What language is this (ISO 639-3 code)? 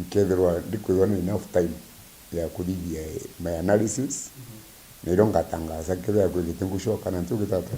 mer